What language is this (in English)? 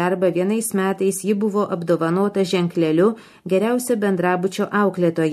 Lithuanian